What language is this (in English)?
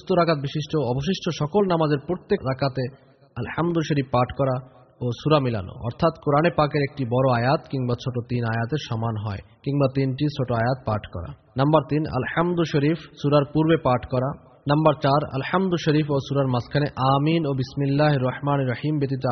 Bangla